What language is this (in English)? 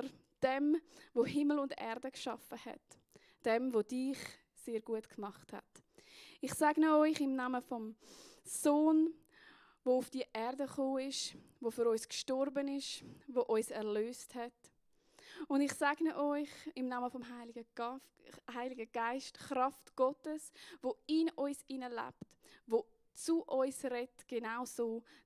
Swiss German